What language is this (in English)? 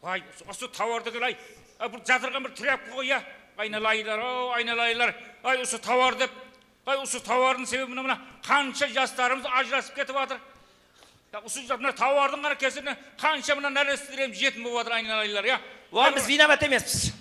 Kara-Kalpak